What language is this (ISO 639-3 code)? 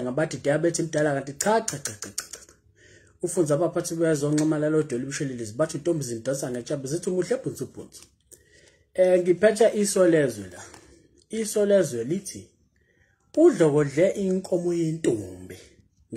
zul